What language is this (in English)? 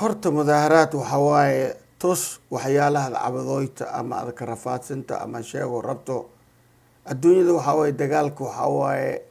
Somali